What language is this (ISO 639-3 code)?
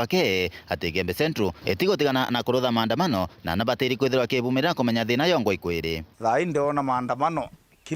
mer